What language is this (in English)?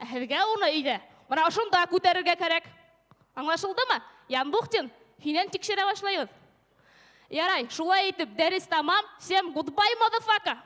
Bashkir